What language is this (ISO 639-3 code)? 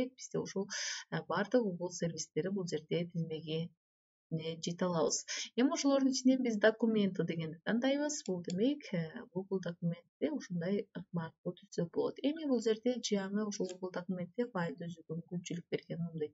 kir